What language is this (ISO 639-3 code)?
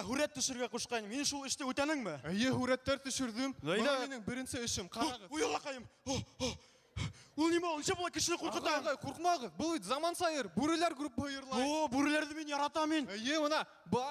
bak